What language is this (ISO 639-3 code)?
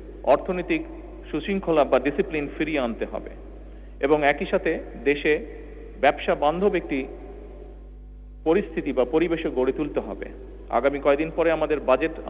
ben